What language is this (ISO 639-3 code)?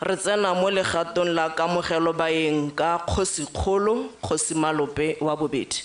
tsn